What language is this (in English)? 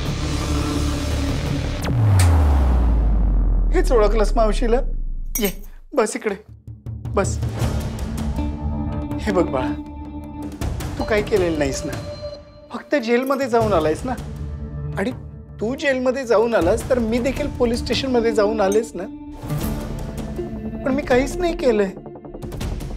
Marathi